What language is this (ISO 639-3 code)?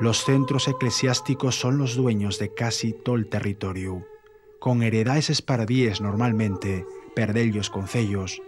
ast